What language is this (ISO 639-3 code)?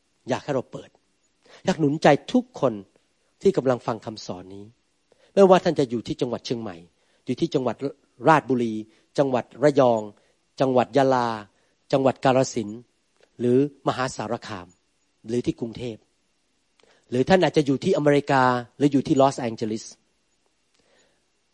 tha